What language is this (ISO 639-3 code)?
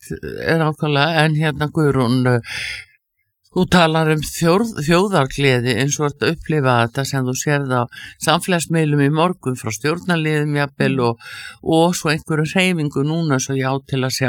isl